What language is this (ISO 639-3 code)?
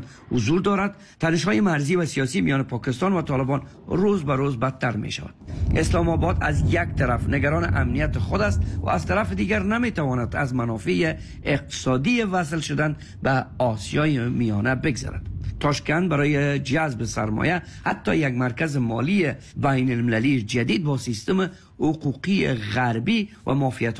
fas